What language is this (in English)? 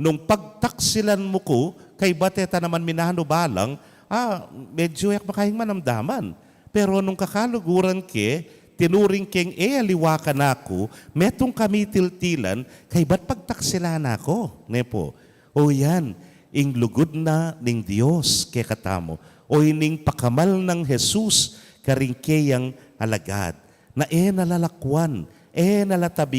Pampanga